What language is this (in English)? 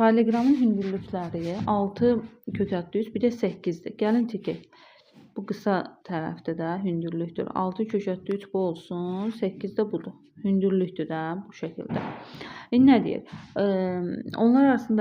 Azerbaijani